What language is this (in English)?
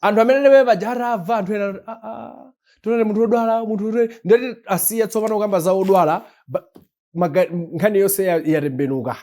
Nyanja